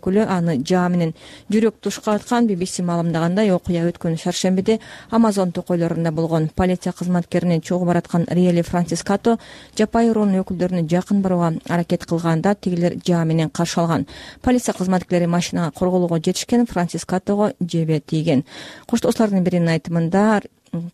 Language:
Kyrgyz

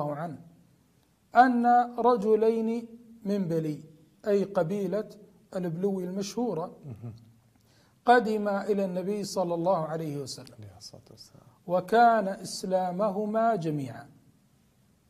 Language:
Arabic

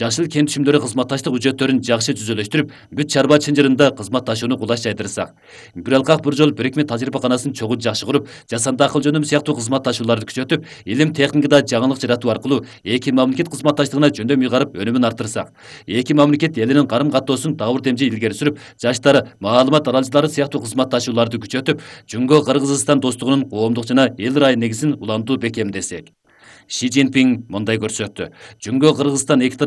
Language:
Kyrgyz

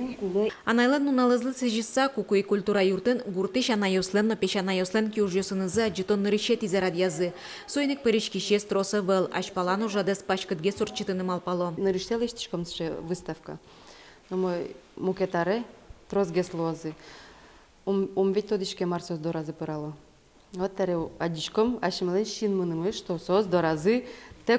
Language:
Udmurt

